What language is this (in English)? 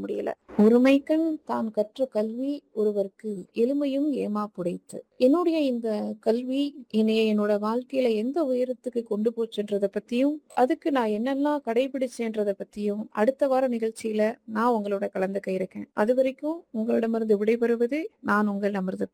Tamil